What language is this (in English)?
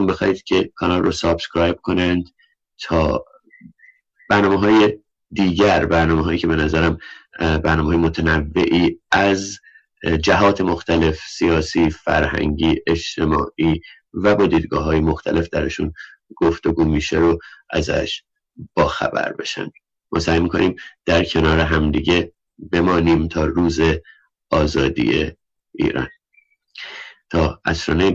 Persian